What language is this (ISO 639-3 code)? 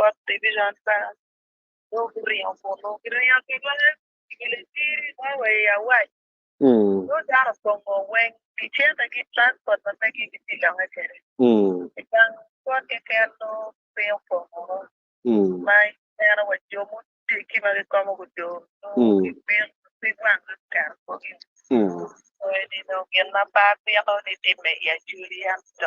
ach